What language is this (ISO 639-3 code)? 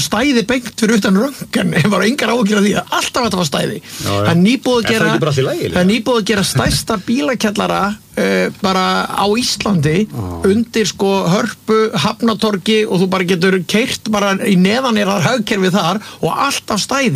isl